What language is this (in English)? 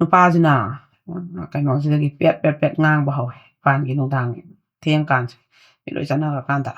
Manipuri